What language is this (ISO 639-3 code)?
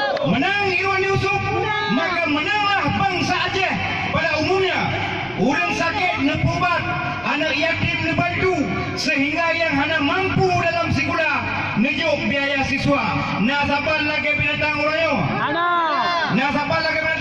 ace